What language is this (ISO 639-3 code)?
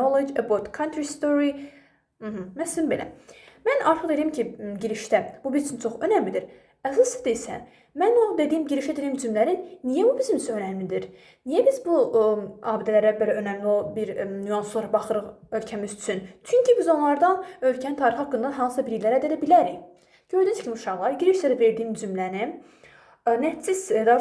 aze